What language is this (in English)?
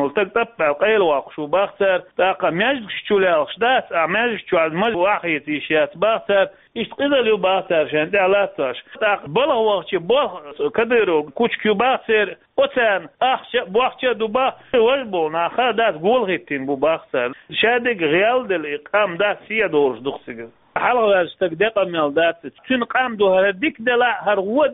Chechen